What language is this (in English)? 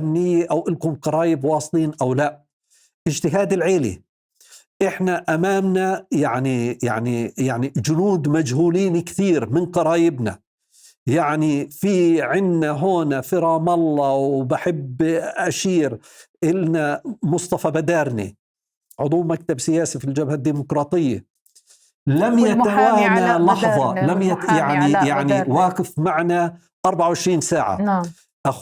North Levantine Arabic